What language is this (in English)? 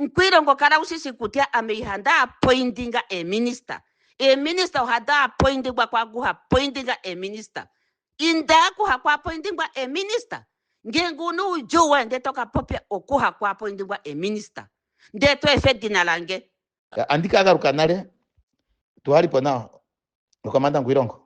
Ndonga